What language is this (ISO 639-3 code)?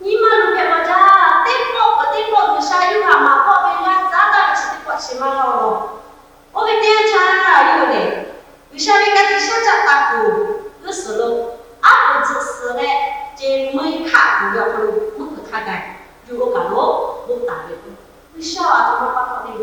lhu